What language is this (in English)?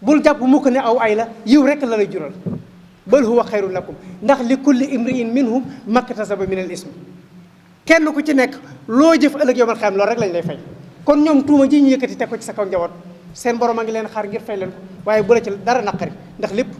Wolof